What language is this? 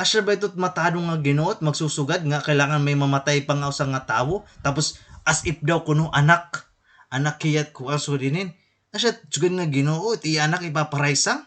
Waray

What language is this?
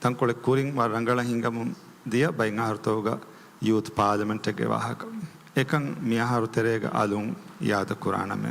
Divehi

